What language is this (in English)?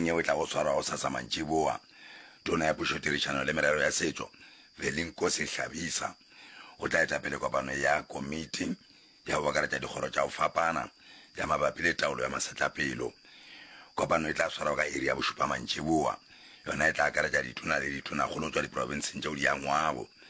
Northern Sotho